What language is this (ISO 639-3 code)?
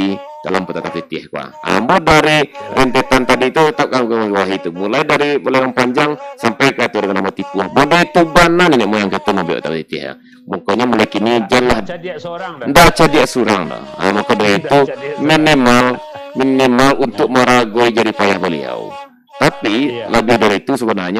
min